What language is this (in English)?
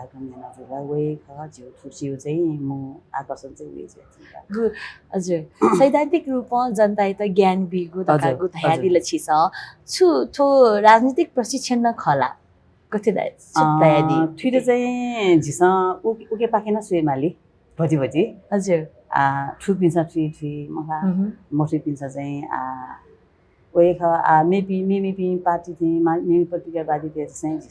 Newari